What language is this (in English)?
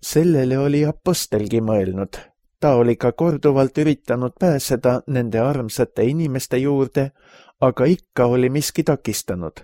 Estonian